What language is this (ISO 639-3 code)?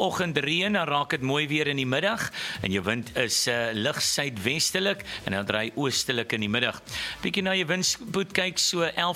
afr